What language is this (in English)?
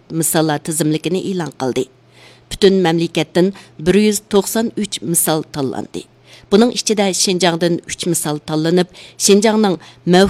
Uyghur